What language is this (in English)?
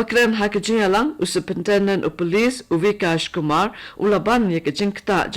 Khasi